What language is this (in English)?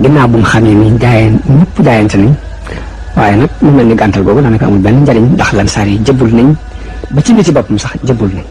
Wolof